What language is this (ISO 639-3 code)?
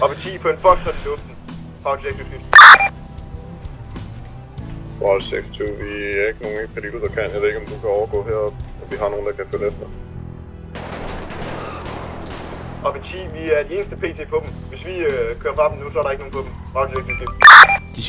dan